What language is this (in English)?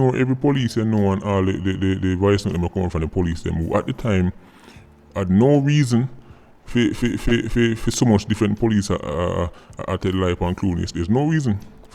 Jamaican Creole English